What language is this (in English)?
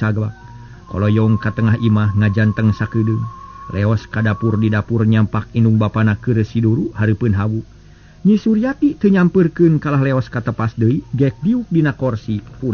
Sundanese